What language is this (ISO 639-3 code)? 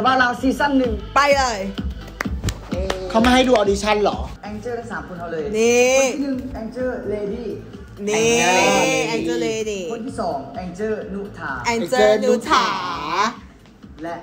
tha